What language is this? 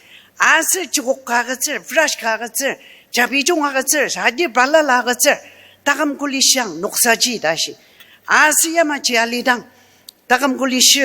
Ao Naga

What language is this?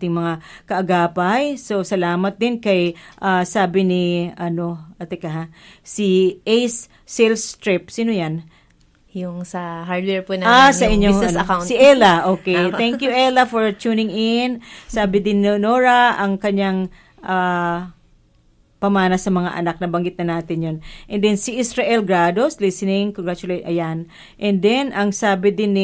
Filipino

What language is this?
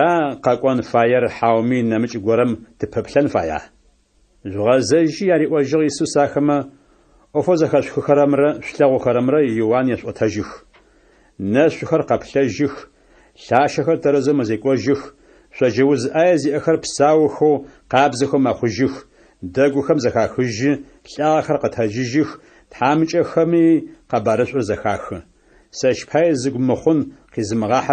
Adyghe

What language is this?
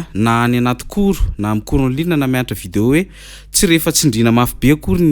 Malagasy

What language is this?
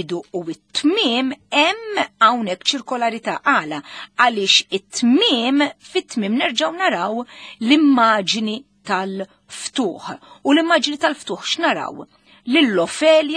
Maltese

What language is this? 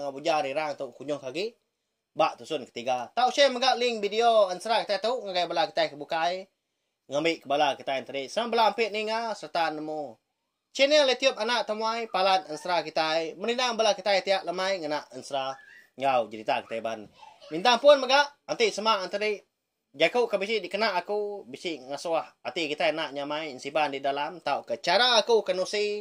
Iban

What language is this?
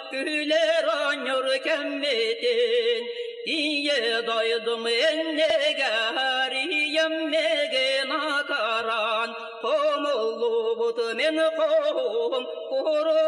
Yakut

